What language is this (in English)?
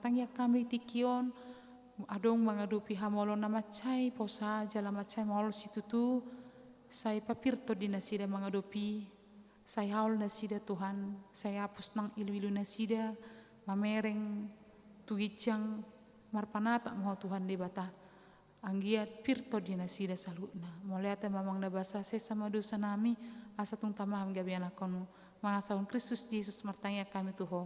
Batak Toba